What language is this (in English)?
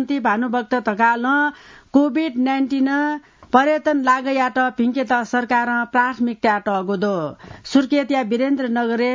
Newari